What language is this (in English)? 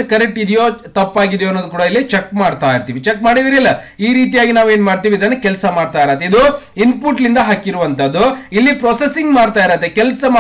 Kannada